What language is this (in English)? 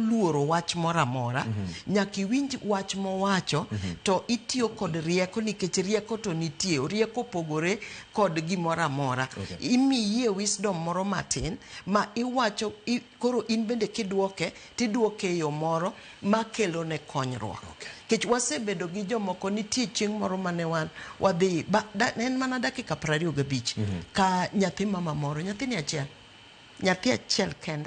Luo (Kenya and Tanzania)